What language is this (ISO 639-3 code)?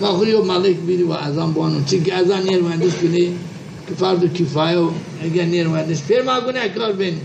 zza